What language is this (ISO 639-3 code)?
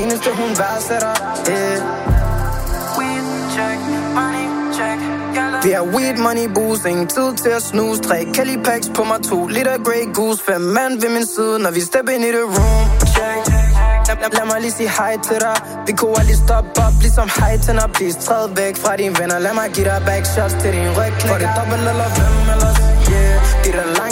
dan